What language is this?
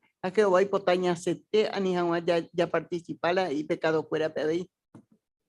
Guarani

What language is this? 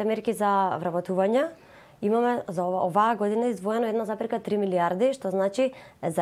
Macedonian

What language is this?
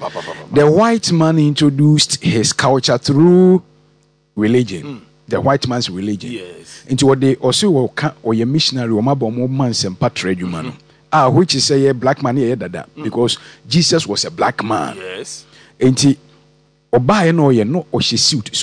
Akan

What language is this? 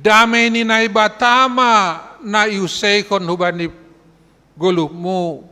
Batak Simalungun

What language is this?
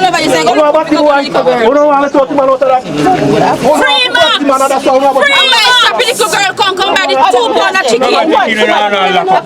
Jamaican Creole English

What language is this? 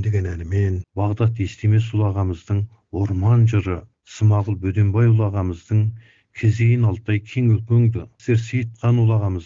Kazakh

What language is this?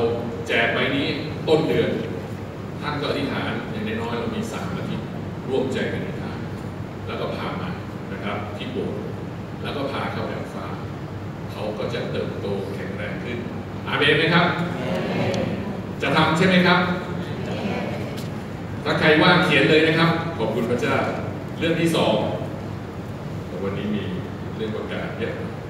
Thai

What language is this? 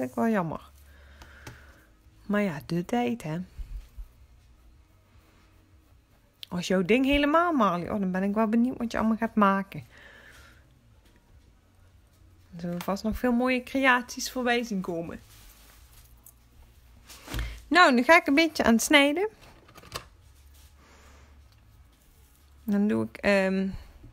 Dutch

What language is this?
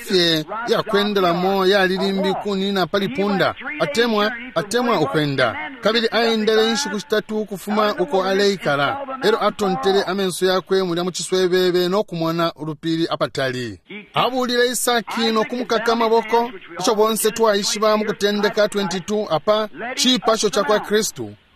Bemba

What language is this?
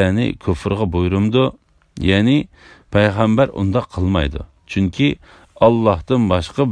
Uyghur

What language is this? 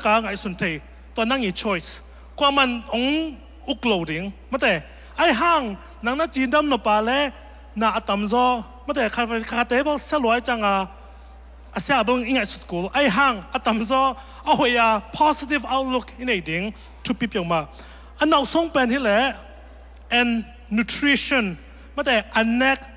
Tedim Chin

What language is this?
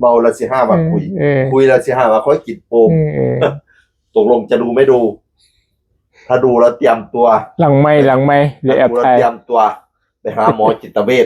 Northeastern Thai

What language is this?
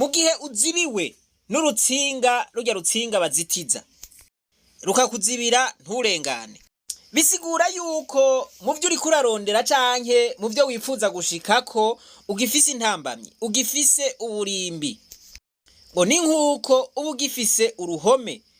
Rundi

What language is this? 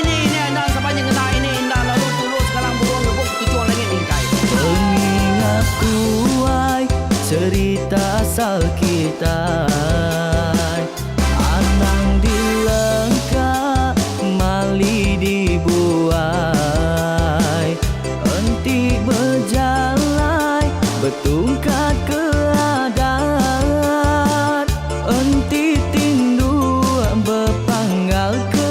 Iban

